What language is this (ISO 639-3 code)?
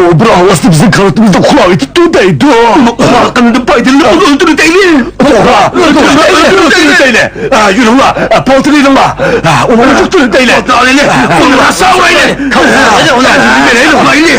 uig